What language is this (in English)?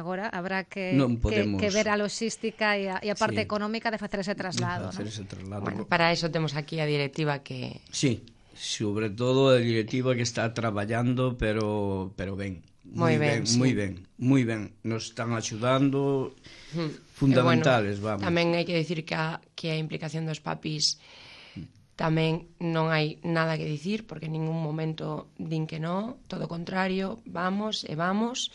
Galician